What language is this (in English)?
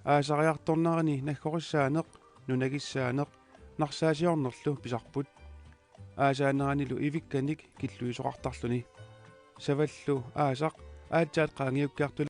Kalaallisut